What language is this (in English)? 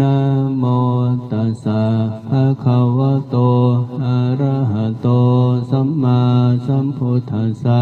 Pali